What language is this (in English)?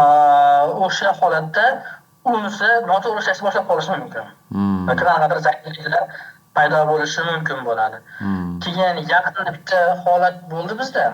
Uzbek